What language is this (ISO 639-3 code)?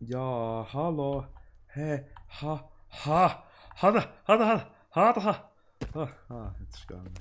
gsw